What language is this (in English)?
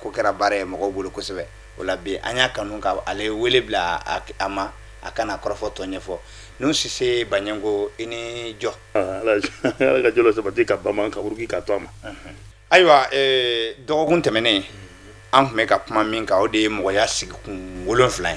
Bambara